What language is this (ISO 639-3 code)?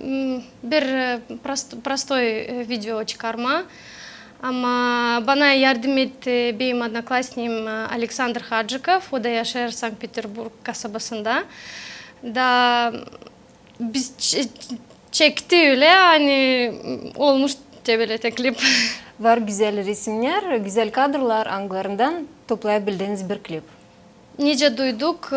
gag